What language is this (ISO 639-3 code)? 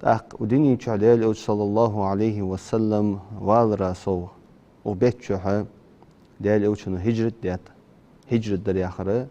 inh